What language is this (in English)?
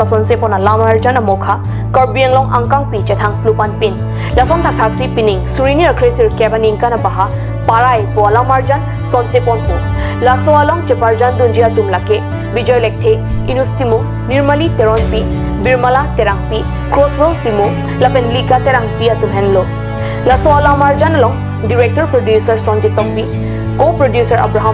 Karbi